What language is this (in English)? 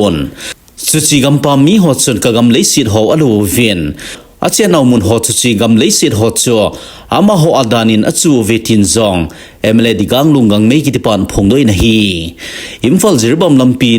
Thado Chin